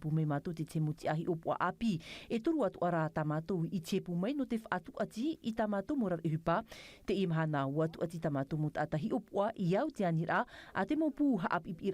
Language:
Tahitian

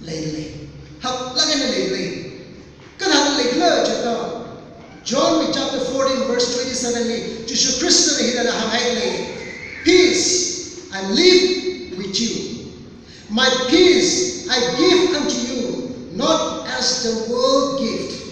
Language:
Tangkhul Naga (India)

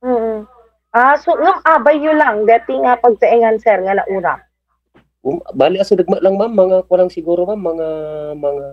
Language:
Iloko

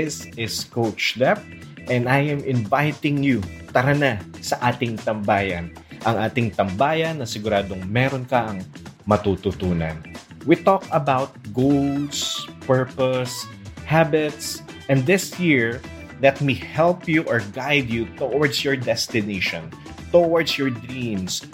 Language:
Filipino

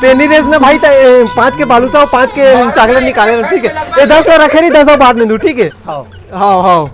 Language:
Chhattisgarhi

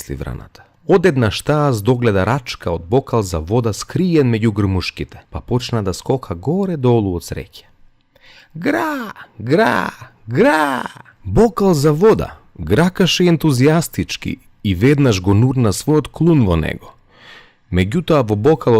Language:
Macedonian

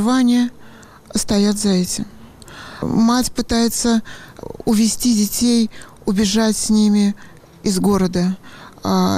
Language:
Russian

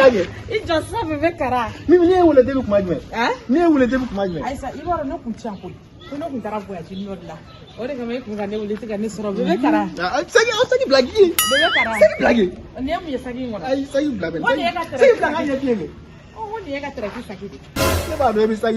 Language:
Bambara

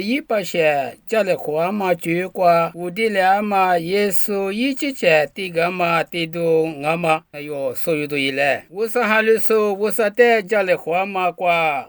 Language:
Lisu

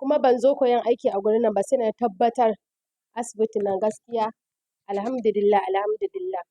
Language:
Hausa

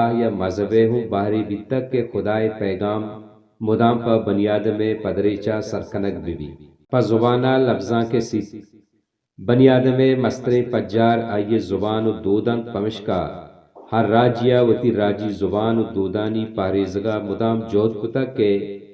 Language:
Baluchi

